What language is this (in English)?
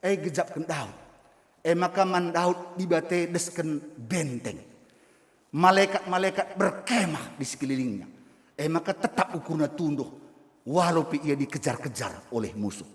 Batak Karo